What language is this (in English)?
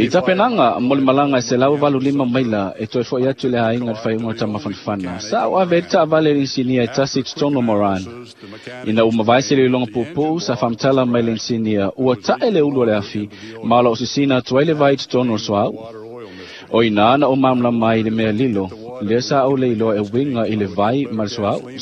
Samoan